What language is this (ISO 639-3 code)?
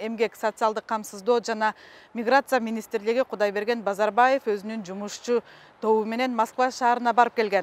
kir